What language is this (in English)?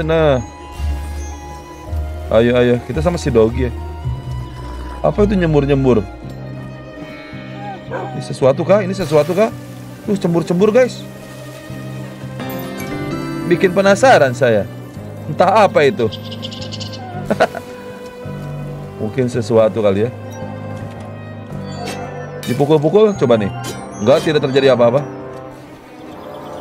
Indonesian